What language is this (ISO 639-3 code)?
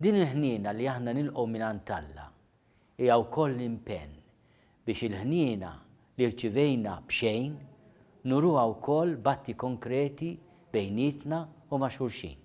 mlt